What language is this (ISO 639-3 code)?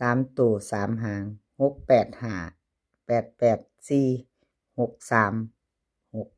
tts